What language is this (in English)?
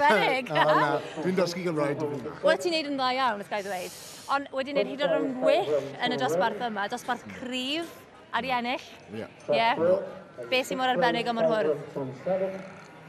Welsh